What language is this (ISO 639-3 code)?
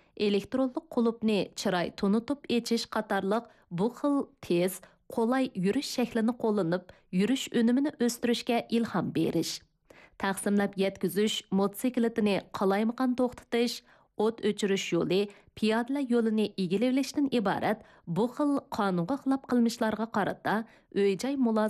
uig